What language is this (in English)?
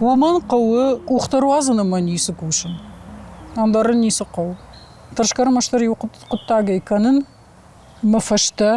Ossetic